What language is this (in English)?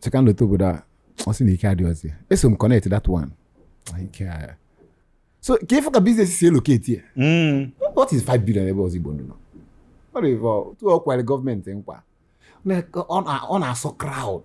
Igbo